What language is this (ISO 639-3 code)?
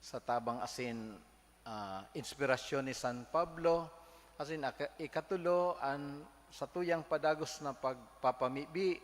bik